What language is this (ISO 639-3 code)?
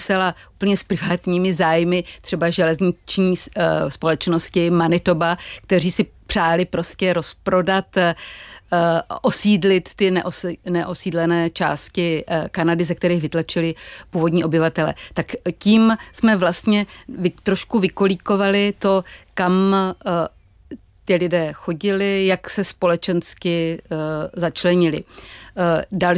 ces